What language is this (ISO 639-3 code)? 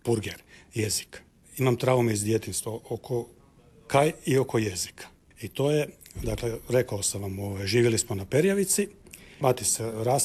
hrv